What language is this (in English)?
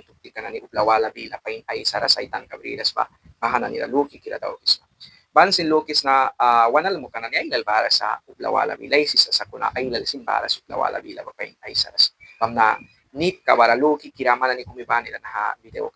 Mískito